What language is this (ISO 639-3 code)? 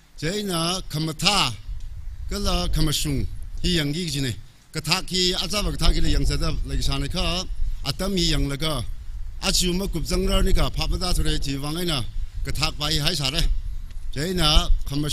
nmf